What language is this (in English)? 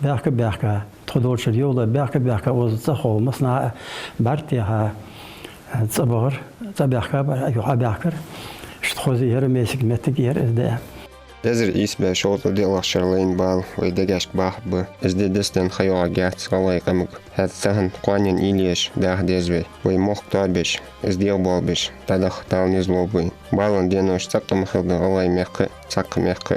Ingush